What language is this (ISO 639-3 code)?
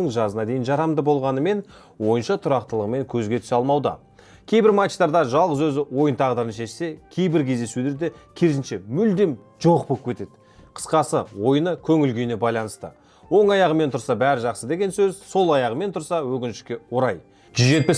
kaz